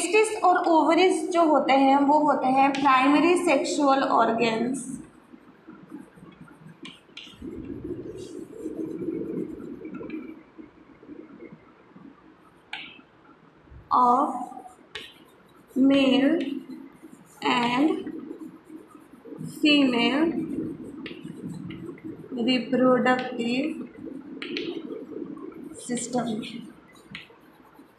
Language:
Hindi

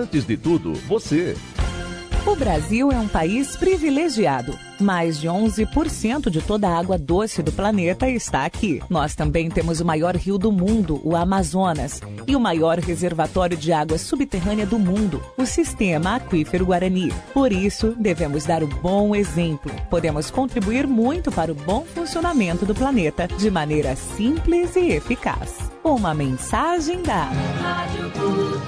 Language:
Portuguese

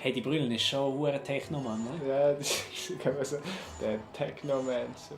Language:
Swiss German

